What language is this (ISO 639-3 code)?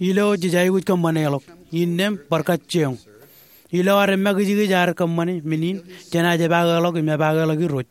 mah